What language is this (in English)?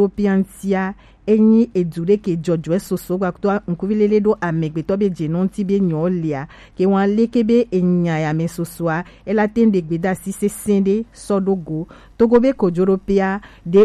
Gen